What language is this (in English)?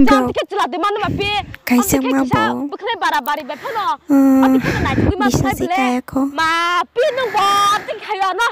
Kok Borok